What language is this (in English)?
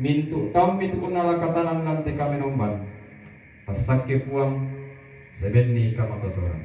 Toraja-Sa'dan